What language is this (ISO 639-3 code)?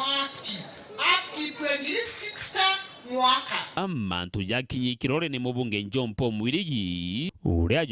mer